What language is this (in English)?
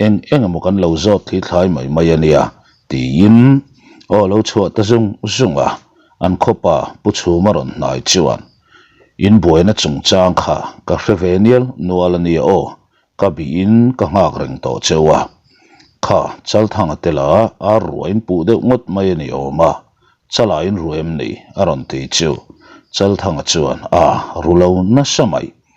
Mizo